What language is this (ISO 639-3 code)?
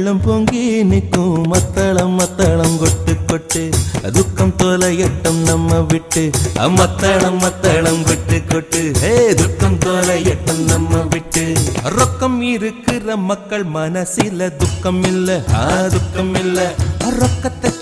tam